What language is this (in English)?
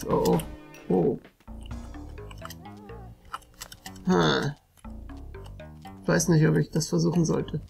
German